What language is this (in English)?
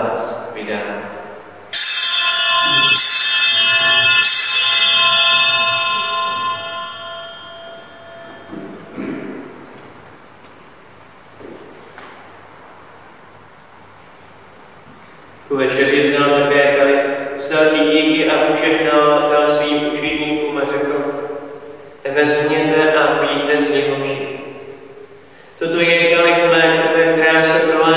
Czech